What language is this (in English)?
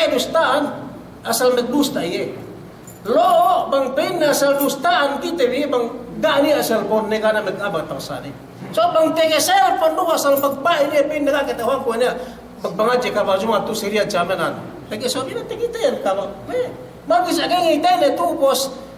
Yakan